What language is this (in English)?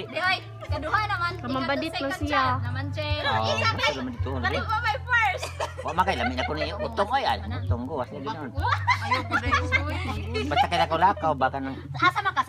Cebuano